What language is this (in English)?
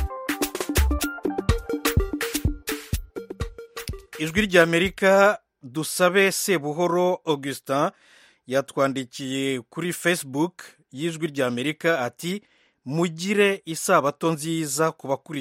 Kinyarwanda